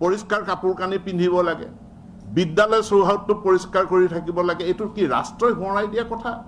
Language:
Assamese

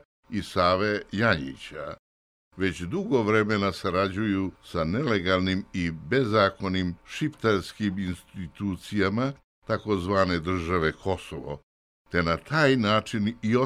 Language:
Serbian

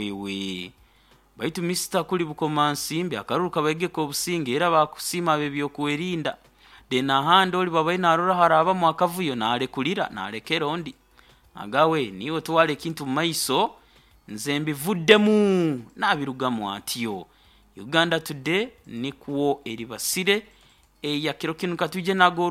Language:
Nyoro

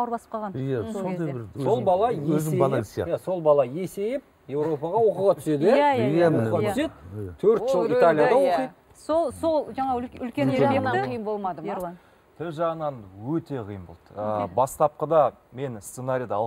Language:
Kazakh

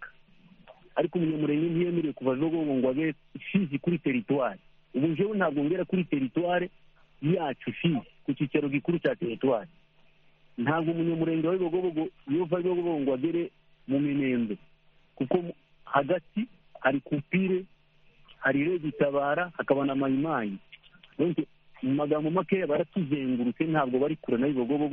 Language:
Kinyarwanda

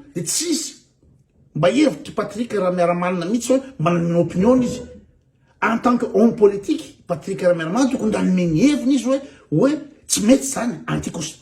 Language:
Malagasy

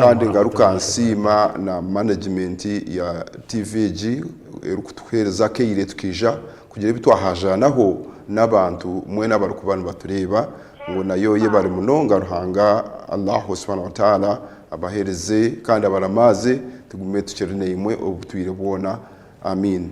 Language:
Nyankole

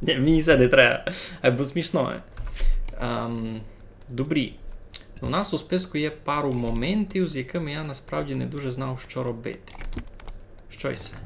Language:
Rusyn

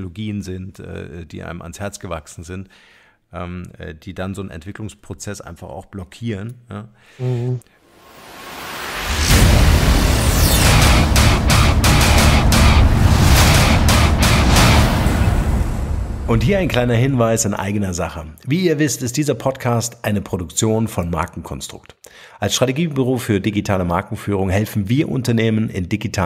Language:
German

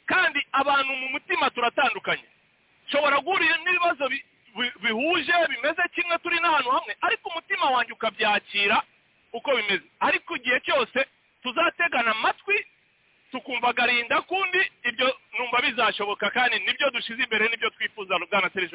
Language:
Kinyarwanda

